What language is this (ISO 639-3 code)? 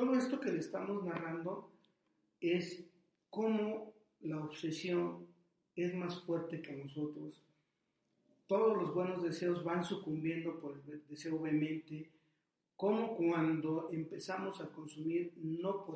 spa